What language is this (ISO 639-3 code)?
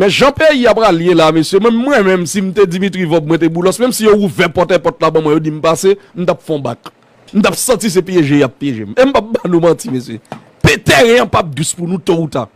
hat